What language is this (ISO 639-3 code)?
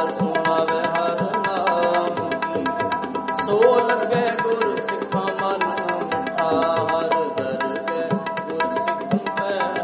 pan